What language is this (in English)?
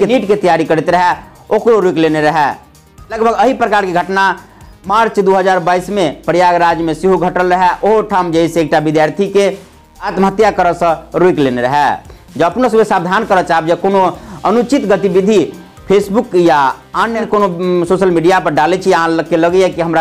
Maithili